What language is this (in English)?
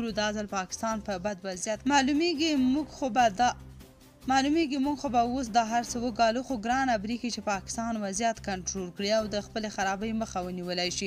Pashto